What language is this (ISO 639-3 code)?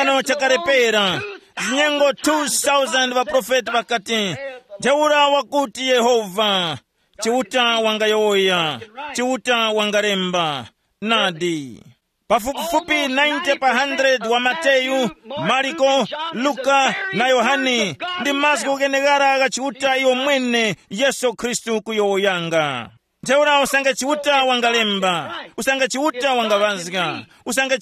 tum